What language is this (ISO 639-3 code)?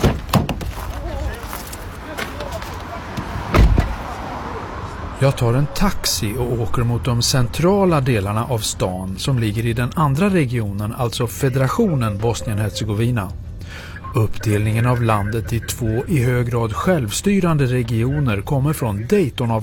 swe